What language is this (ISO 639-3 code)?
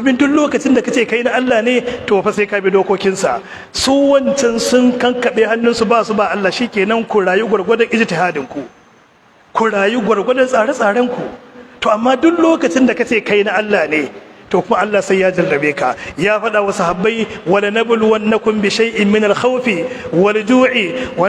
hau